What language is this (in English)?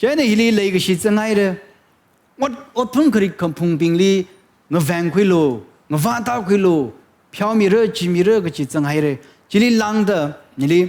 Tangkhul Naga (India)